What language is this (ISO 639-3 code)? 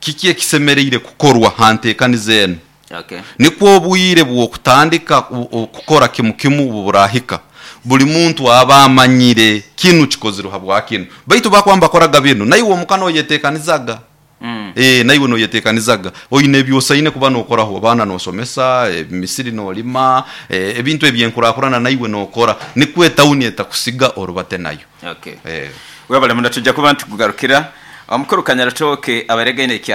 nyo